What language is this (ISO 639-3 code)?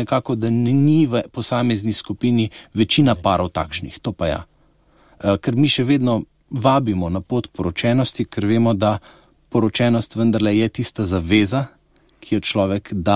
slv